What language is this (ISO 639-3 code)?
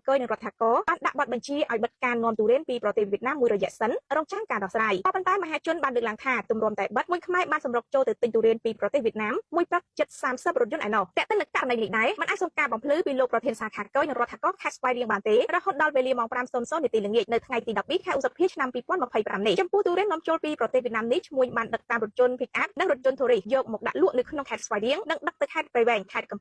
khm